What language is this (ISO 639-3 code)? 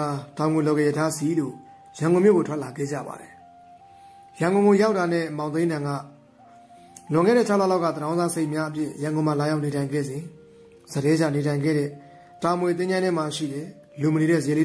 mya